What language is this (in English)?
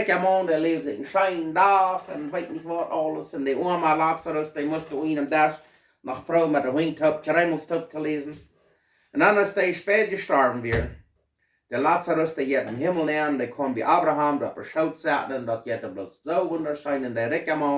Plautdietsch